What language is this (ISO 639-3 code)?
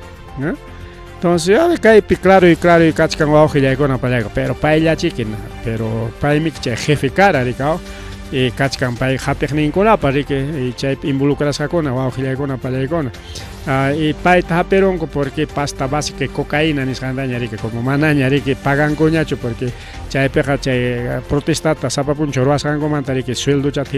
quy